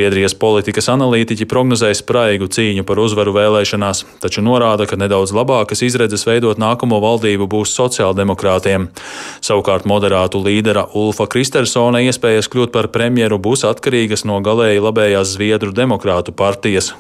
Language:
Latvian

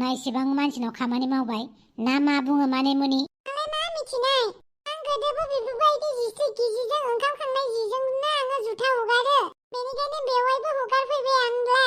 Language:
Bodo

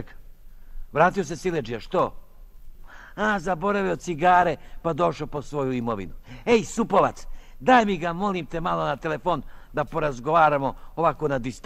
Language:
Serbian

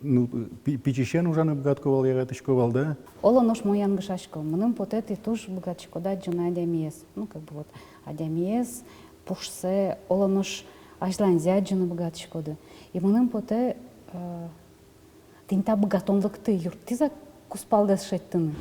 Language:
Udmurt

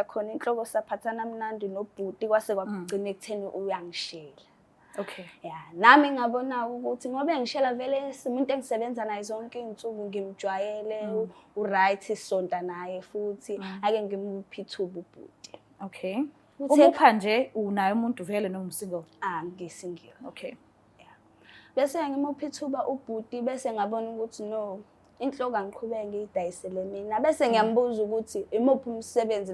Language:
Zulu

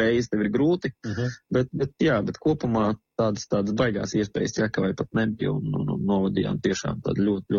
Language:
Latvian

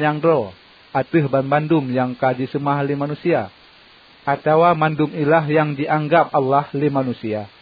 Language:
Achinese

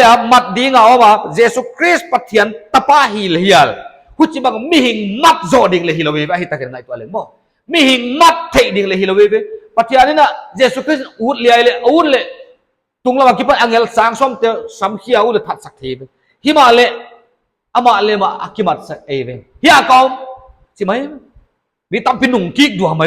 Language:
Paite Chin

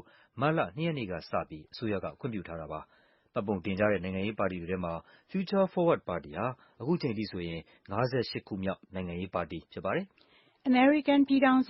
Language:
Burmese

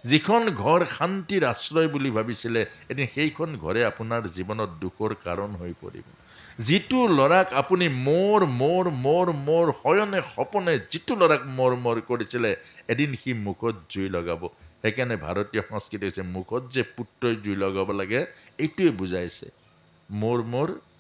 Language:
Assamese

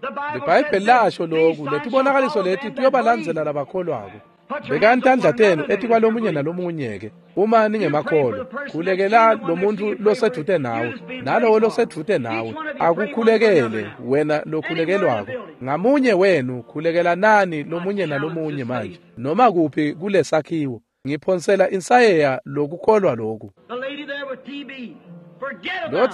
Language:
Swati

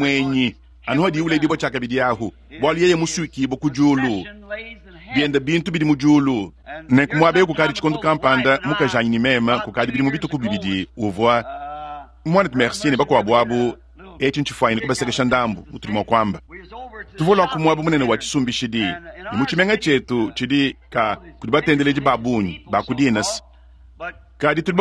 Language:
Luba-Lulua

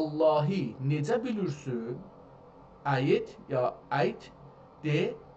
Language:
South Azerbaijani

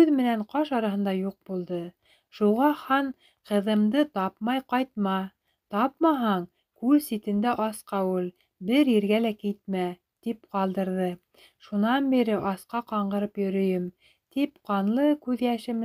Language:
Bashkir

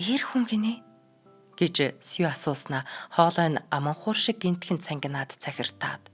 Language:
Mongolian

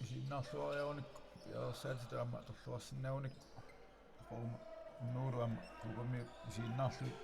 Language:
Kalaallisut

